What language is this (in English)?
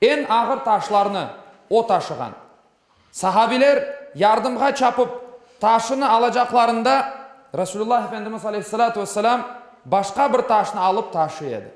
Crimean Tatar